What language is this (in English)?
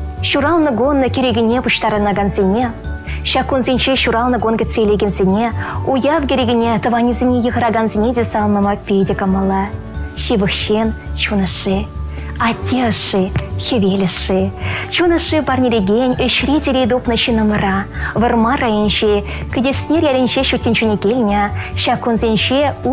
Chuvash